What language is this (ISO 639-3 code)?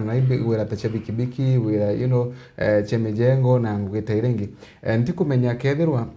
mer